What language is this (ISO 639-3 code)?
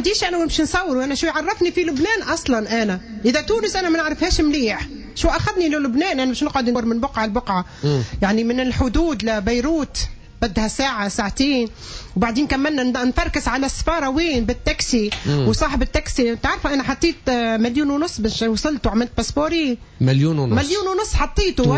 aeb